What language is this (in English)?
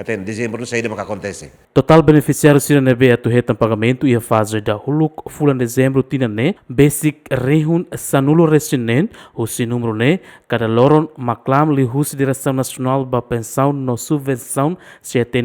Tetum